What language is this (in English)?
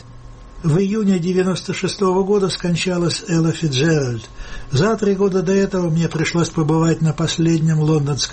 Russian